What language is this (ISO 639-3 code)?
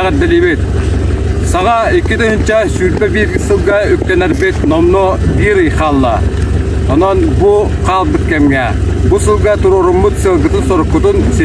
sah